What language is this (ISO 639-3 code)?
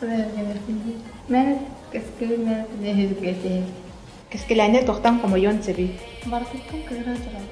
sah